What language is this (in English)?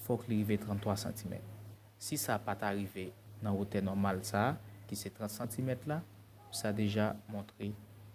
Haitian Creole